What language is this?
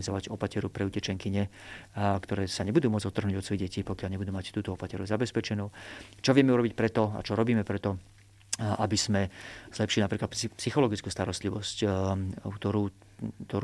Slovak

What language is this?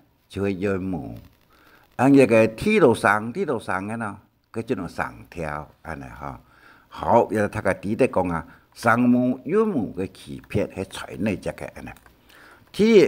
Hakka Chinese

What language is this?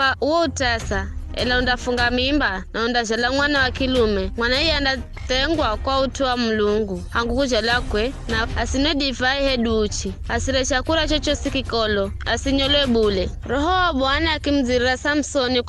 Giryama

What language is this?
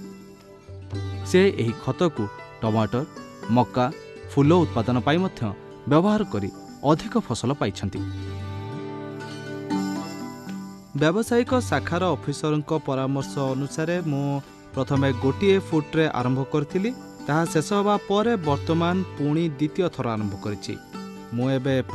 Odia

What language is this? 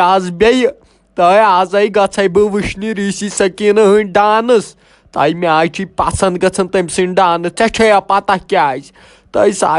Kashmiri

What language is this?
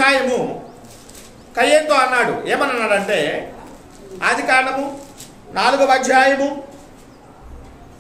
Telugu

